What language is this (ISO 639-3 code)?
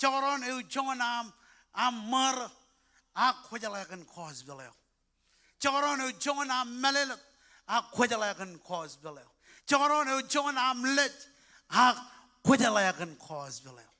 mah